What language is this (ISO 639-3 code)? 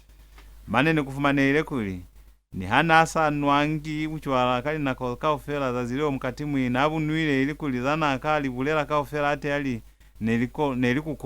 loz